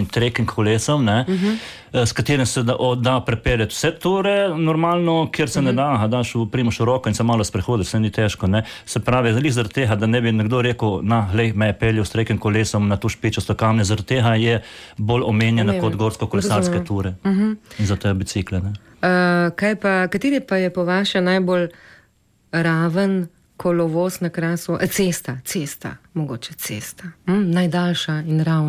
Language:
Slovenian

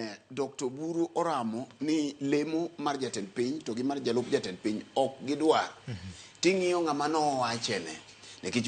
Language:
Luo (Kenya and Tanzania)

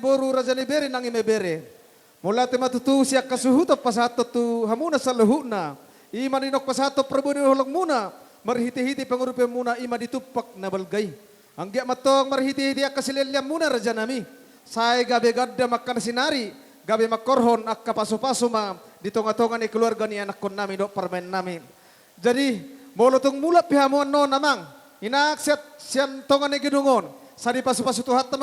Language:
Batak Toba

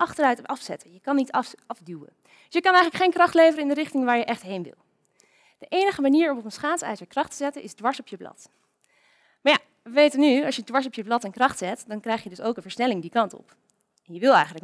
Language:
Dutch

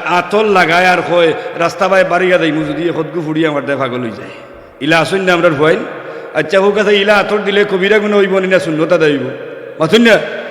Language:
Sylheti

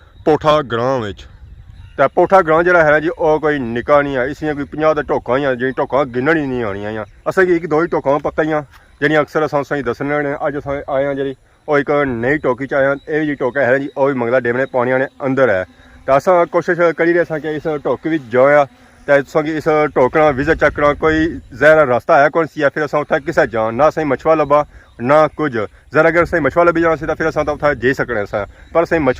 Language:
Pahari-Potwari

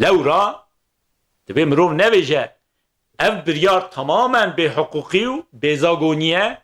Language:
Kurdish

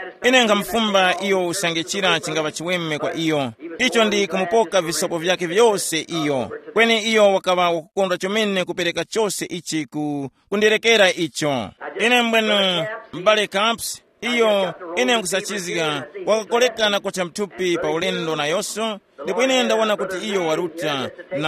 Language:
Tumbuka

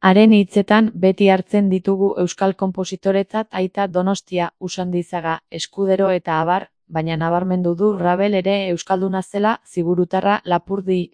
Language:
Basque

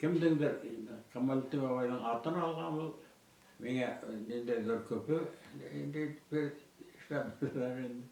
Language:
Bashkir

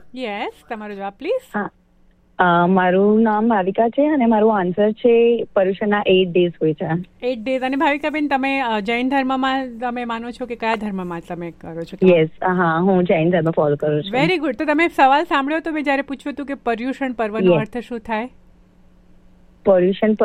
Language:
Gujarati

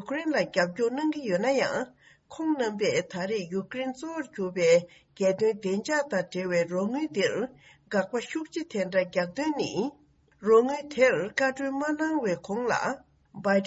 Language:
Tibetan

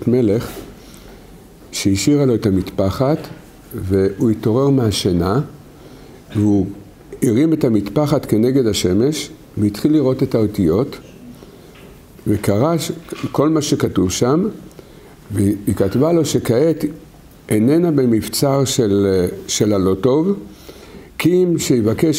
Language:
Hebrew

